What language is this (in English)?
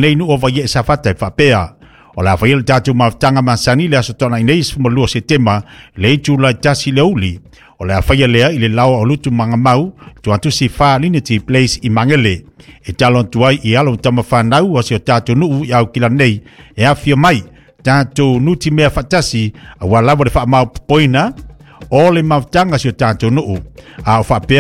Samoan